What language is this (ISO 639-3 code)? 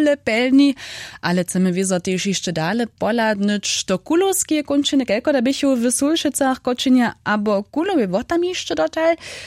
hsb